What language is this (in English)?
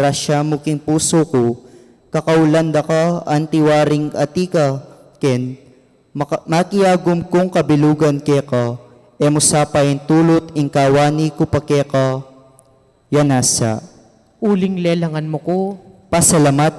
Pampanga